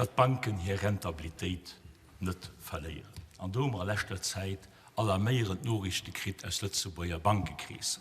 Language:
Luxembourgish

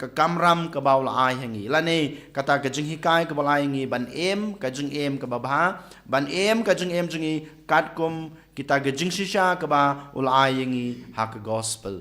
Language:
Khasi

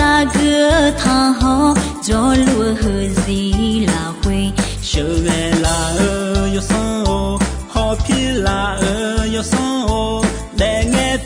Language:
Akha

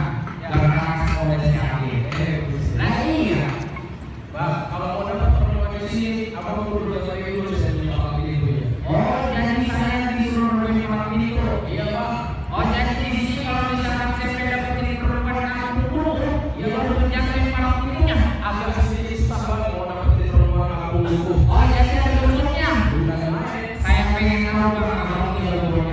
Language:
Betawi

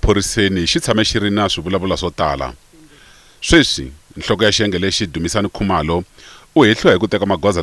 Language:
Tsonga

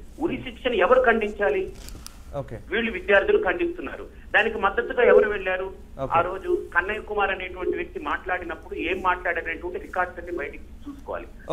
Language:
Telugu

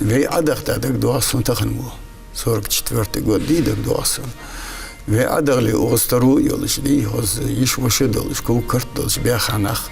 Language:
Ingush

